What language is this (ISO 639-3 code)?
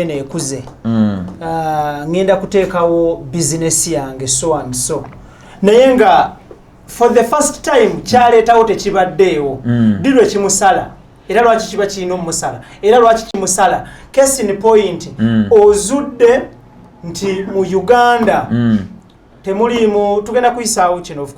lug